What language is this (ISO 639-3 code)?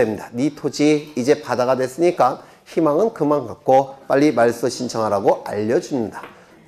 kor